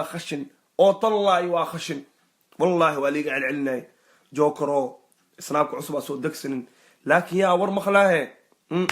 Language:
Somali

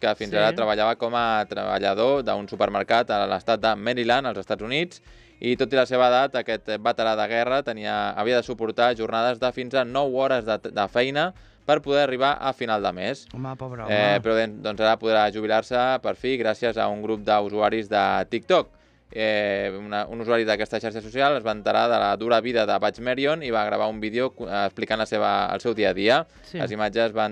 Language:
Catalan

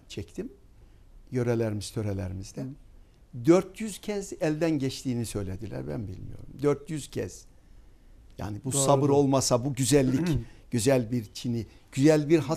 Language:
Turkish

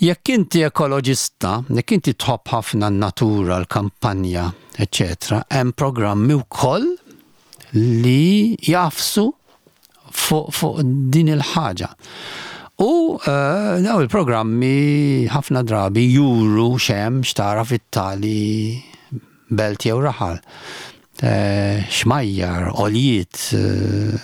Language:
Maltese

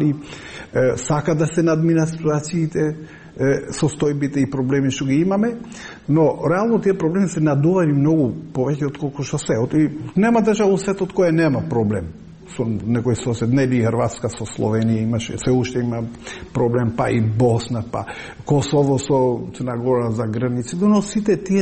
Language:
Macedonian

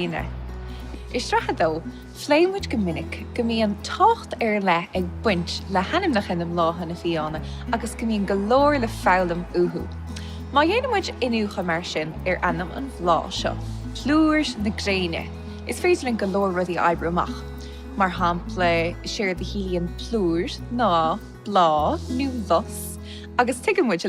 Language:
Irish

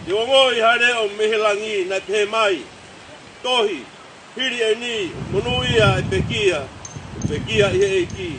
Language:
Tongan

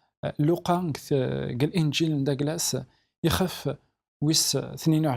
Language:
Kabyle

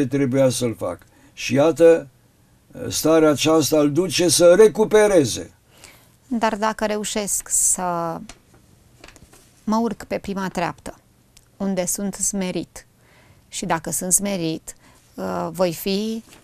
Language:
Romanian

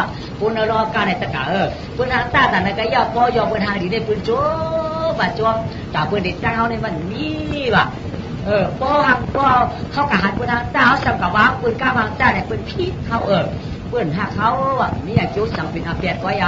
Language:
Shan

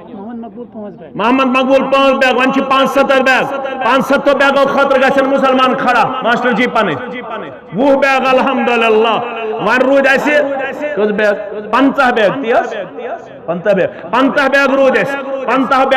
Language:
Kashmiri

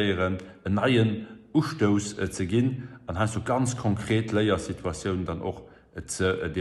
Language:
Luxembourgish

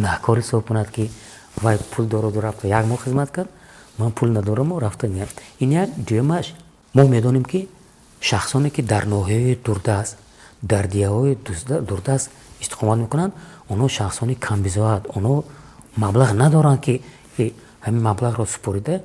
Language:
Tajik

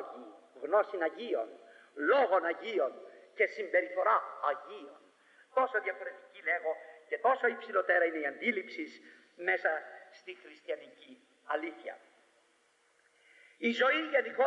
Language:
Greek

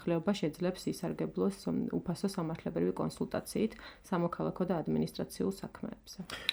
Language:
Georgian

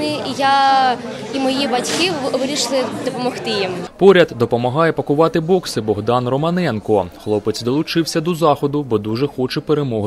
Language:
Ukrainian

